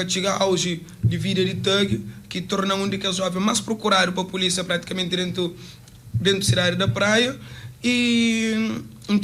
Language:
Kabuverdianu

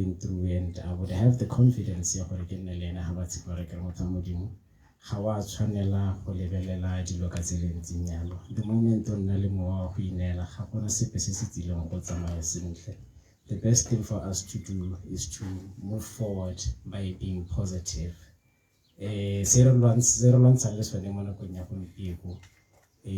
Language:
Tswana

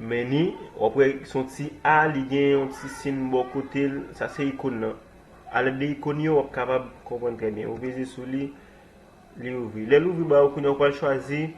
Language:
Haitian Creole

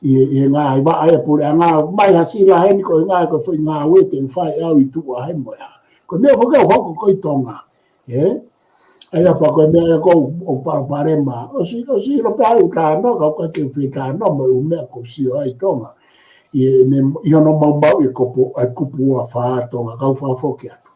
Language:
Tongan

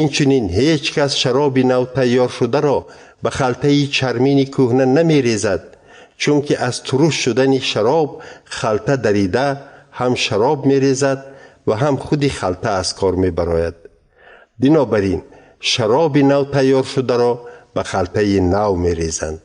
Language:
Tajik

